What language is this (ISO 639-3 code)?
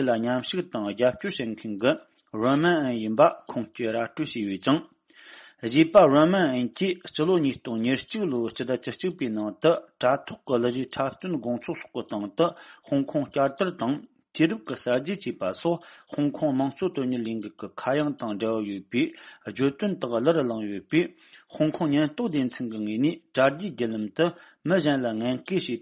bod